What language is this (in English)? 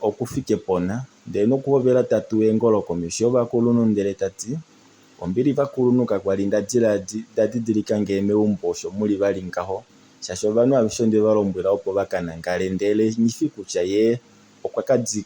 Kuanyama